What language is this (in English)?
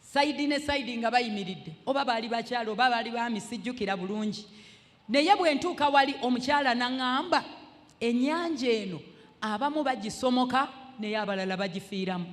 Ganda